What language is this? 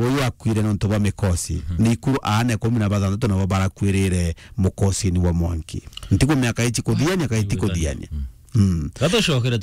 Meru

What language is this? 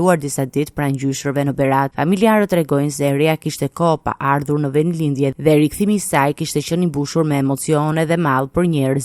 Albanian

